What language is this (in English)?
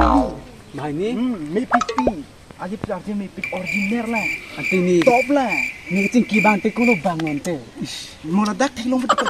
Karbi